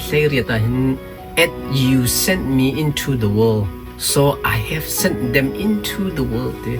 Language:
Hakha Chin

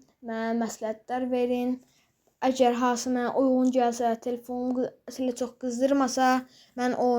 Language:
Azerbaijani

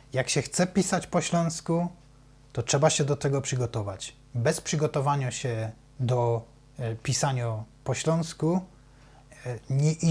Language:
Silesian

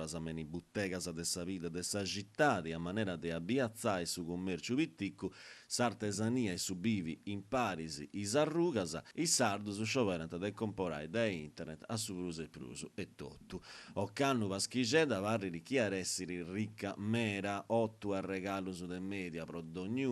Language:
Sardinian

